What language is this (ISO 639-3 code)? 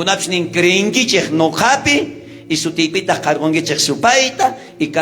quh